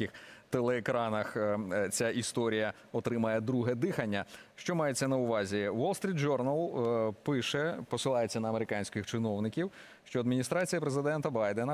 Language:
Ukrainian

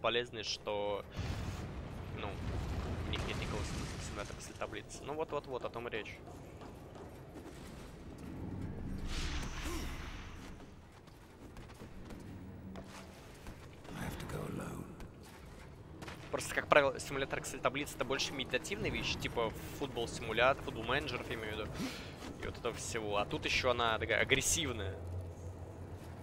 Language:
Russian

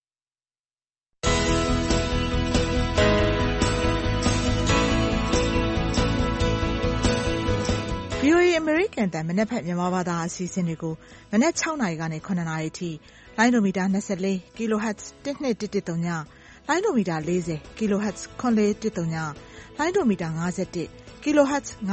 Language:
Burmese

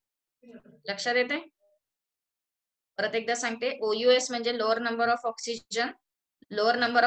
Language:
Marathi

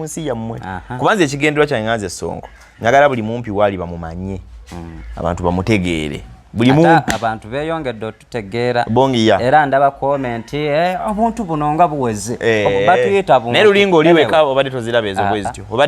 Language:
Ganda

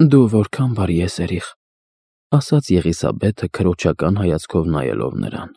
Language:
Armenian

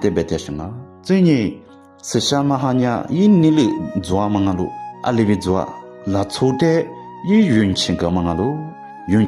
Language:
Lisu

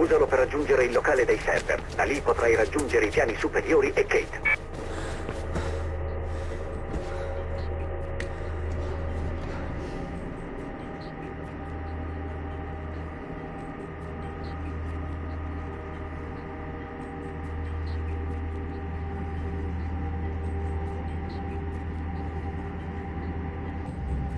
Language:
Italian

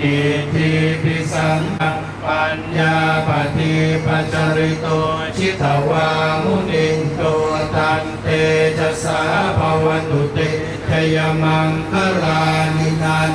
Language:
Pali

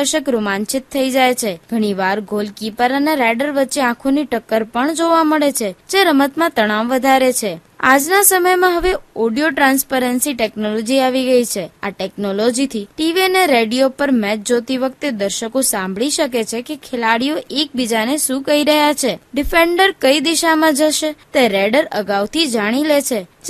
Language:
Gujarati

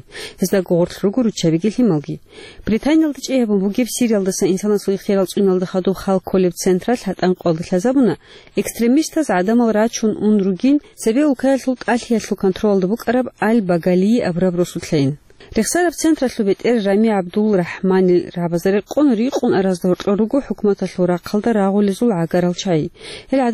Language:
Avaric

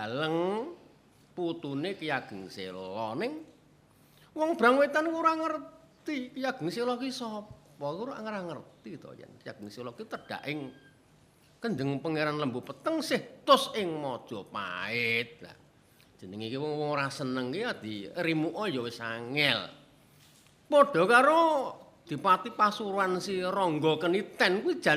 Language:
Javanese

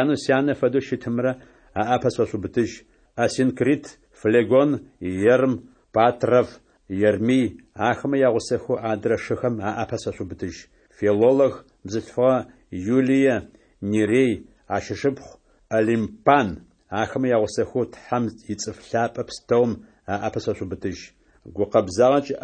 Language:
Adyghe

